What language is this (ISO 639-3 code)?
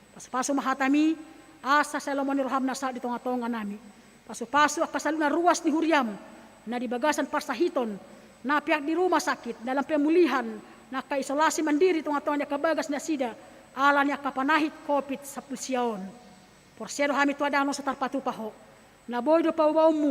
bbc